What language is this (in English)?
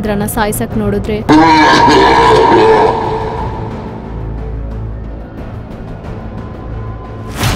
Kannada